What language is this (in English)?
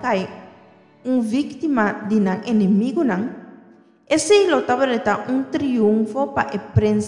Papiamento